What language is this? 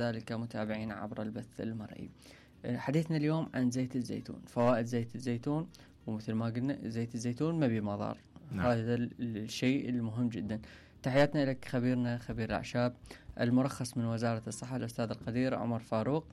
Mesopotamian Arabic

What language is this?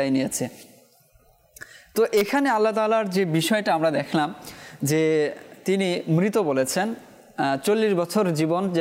Bangla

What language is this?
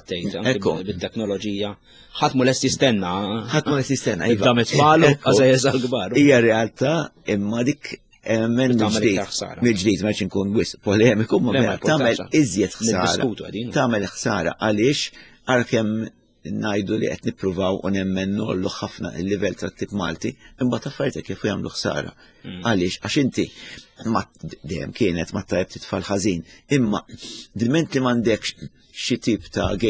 Maltese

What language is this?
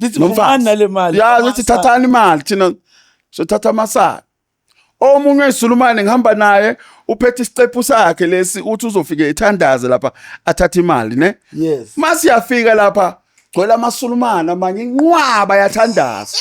Zulu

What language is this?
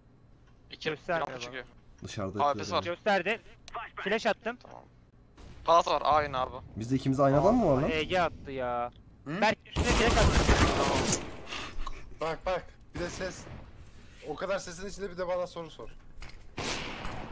Turkish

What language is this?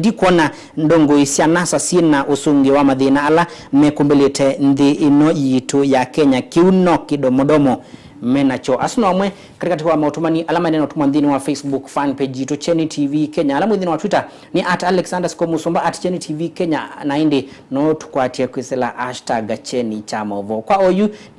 Kamba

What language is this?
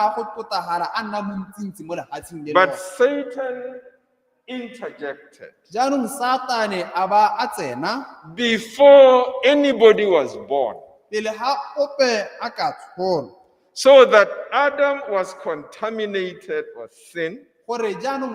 Tswana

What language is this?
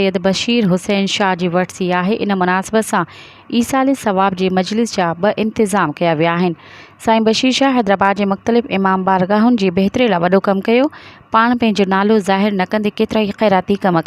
Sindhi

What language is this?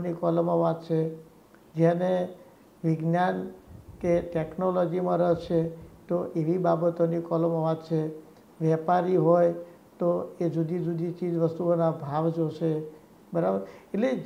Gujarati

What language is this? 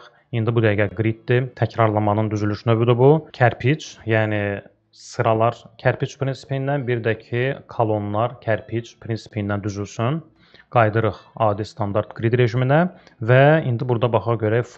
Azerbaijani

